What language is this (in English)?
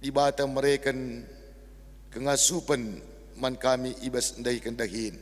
Batak Karo